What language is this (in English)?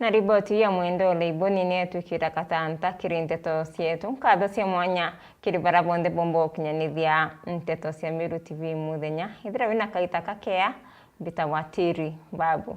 Meru